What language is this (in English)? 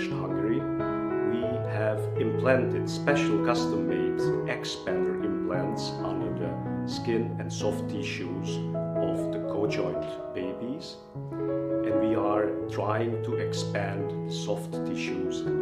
Khasi